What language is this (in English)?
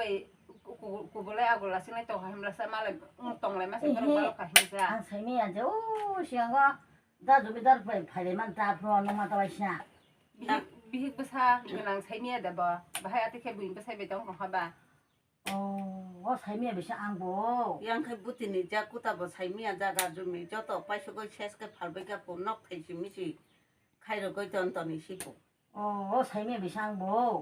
Kok Borok